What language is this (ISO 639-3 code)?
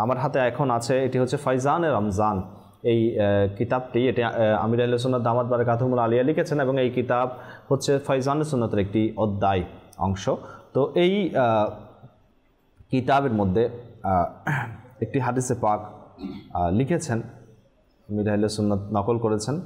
ben